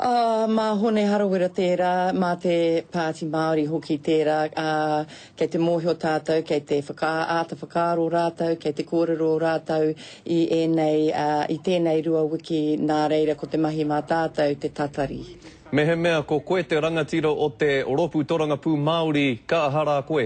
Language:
Māori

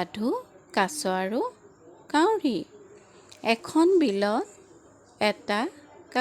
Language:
Assamese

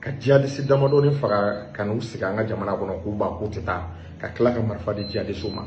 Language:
Bambara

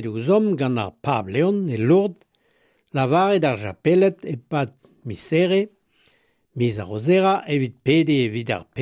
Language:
Breton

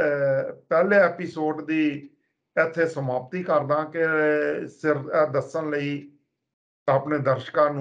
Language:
Punjabi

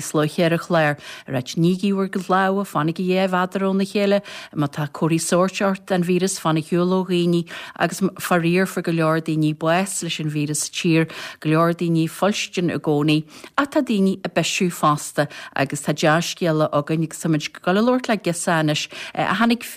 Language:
Irish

